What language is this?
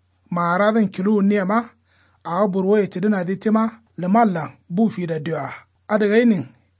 Kanuri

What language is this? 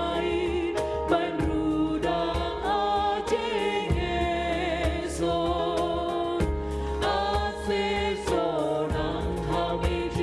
Batak Simalungun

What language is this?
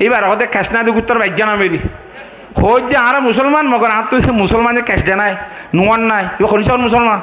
Rohingya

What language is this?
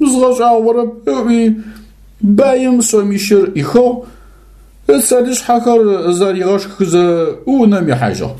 Adyghe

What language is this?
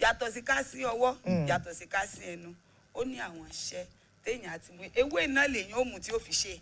Yoruba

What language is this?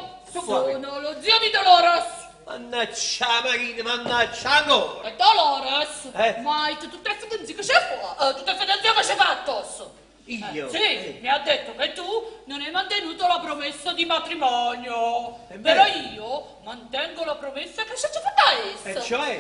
Neapolitan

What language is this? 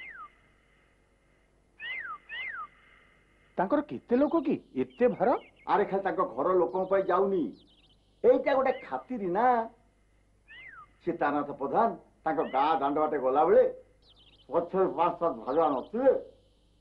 Odia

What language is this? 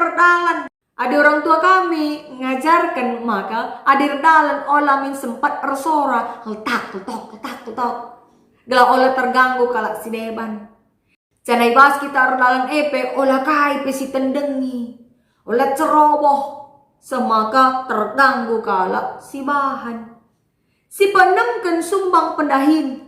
Batak Karo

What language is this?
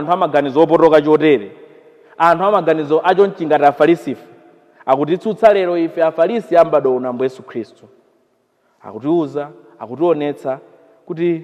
Nyanja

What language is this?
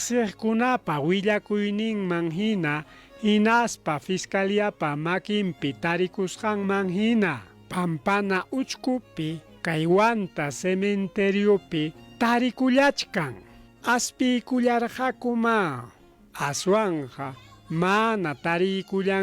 Ayacucho Quechua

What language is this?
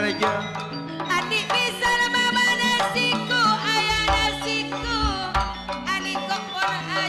Madurese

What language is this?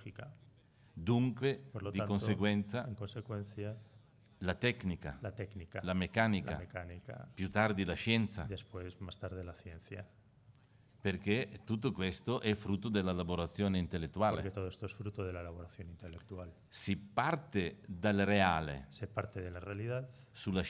Italian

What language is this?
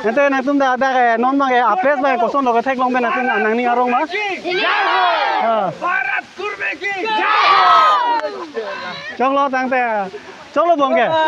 Karbi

